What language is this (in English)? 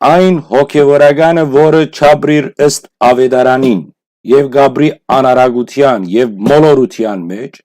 Western Armenian